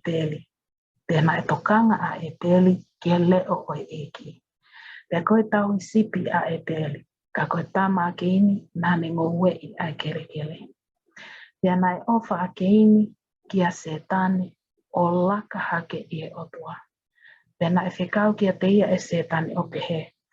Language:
Tongan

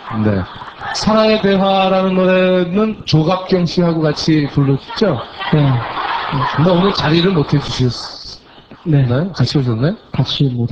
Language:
Korean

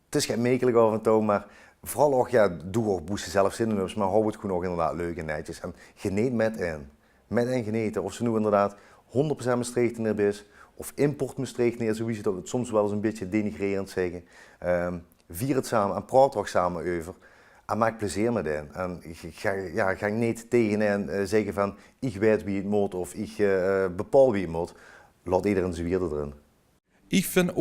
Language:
Limburgish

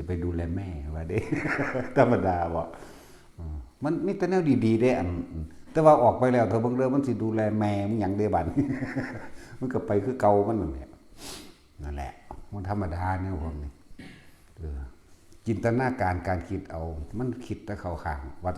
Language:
Northeastern Thai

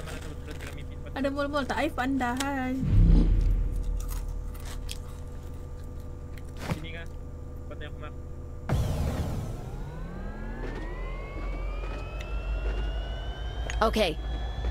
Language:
Malay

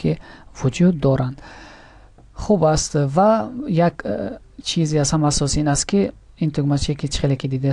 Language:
Tajik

